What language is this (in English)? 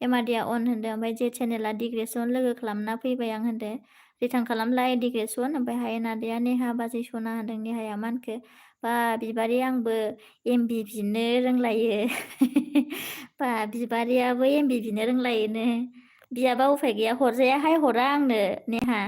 Bodo